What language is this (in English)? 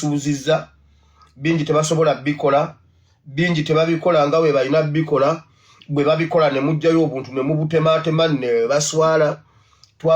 Ganda